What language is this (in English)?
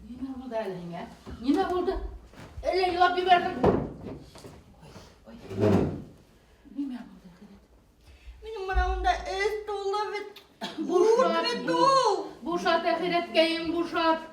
Bashkir